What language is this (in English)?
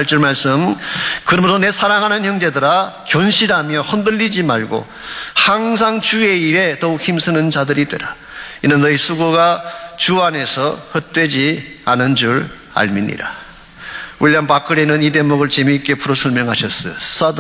Korean